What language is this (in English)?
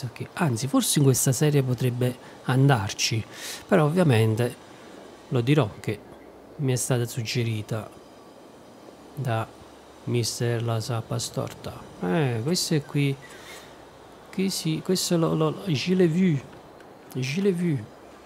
Italian